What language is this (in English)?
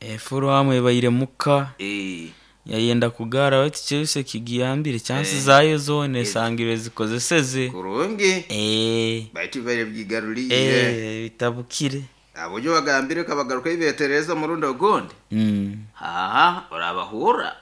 Nyoro